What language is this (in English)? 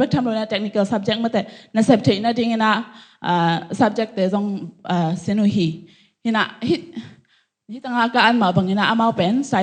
Tedim Chin